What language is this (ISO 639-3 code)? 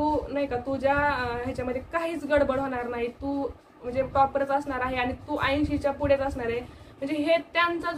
mar